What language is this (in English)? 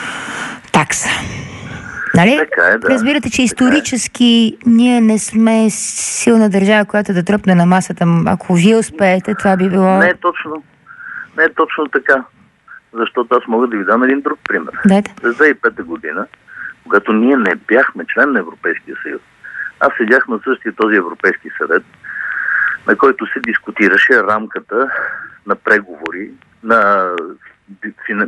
Bulgarian